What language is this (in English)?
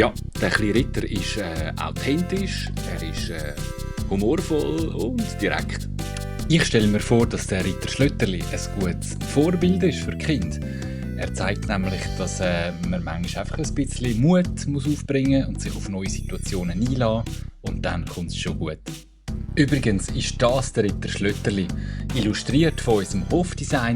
Swiss German